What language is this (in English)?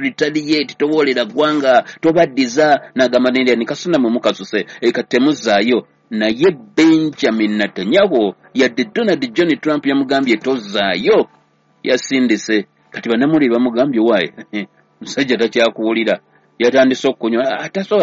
Ganda